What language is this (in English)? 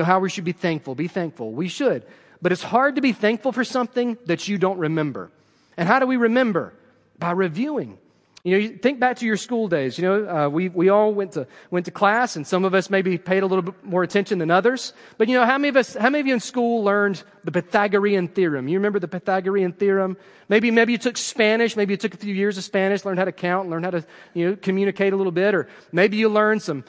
English